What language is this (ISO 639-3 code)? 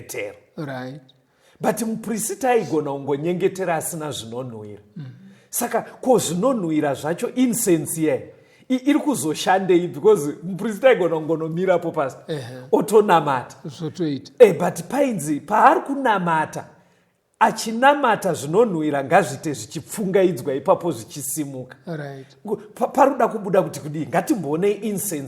sna